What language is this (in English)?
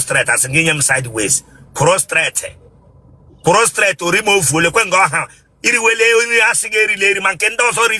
Igbo